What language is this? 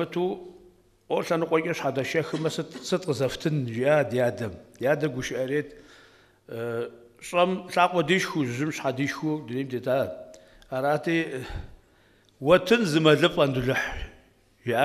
Kabardian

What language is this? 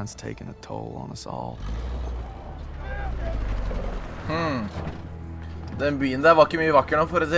Norwegian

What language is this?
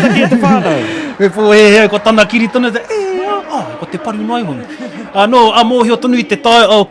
Māori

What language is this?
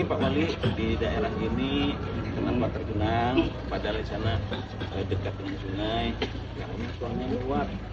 Banjar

